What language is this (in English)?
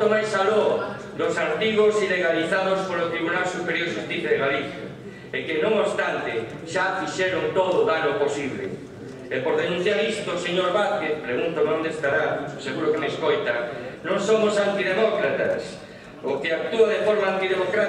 Galician